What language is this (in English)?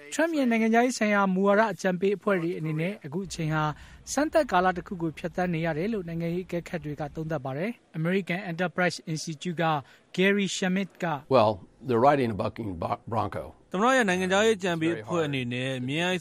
Burmese